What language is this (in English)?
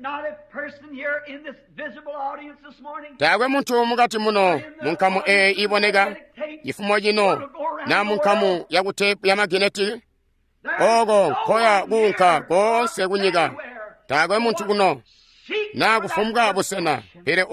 Tonga (Zambia)